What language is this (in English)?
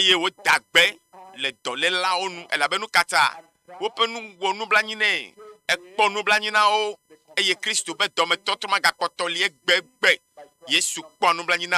Ewe